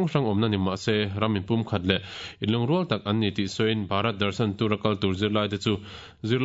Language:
Mizo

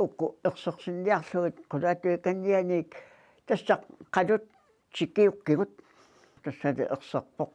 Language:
Kalaallisut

